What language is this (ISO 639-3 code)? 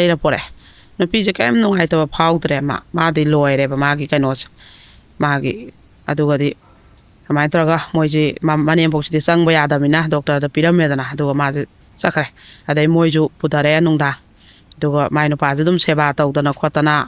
mni